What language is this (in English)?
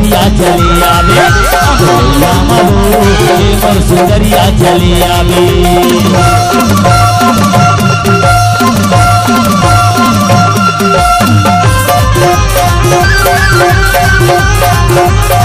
Bhojpuri